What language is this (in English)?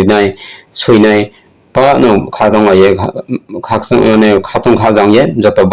Riang (India)